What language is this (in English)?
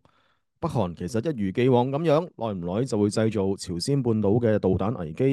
Cantonese